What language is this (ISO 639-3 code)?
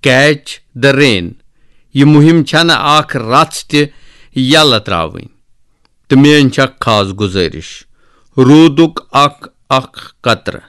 kas